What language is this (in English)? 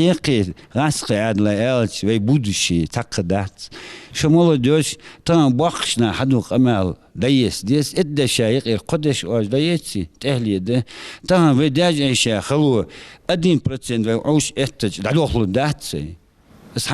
Ingush